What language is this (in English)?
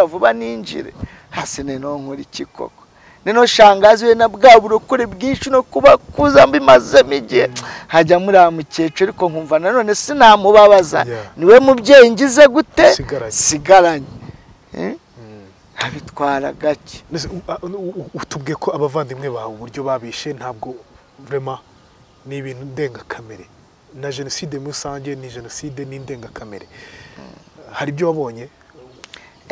Kinyarwanda